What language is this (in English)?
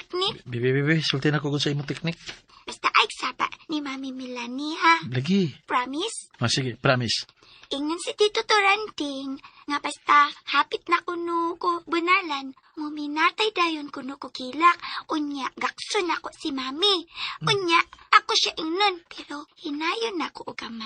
Cebuano